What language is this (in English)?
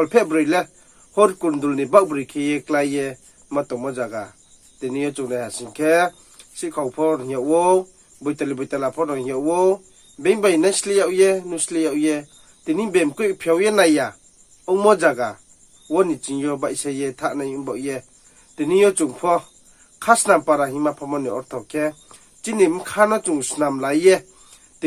Riang (India)